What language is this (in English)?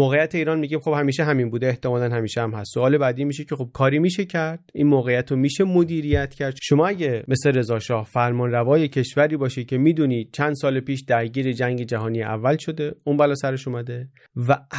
Persian